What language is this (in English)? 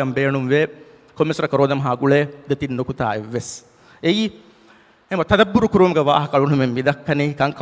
Divehi